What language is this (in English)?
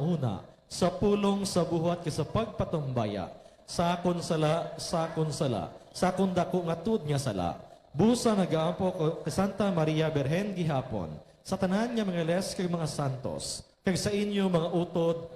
Hiligaynon